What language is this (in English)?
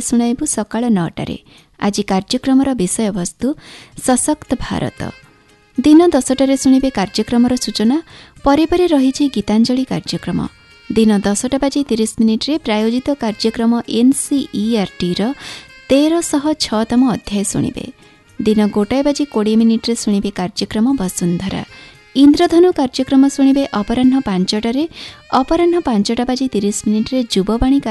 Odia